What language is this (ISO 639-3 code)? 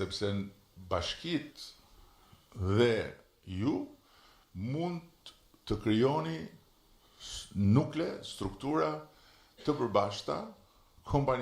sqi